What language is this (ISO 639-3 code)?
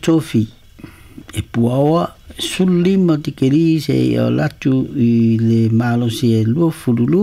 smo